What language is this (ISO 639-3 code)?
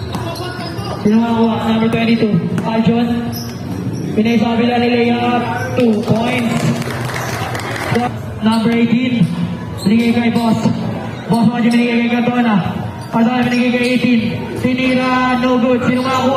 fil